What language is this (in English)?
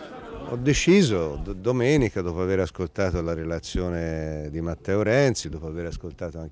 Italian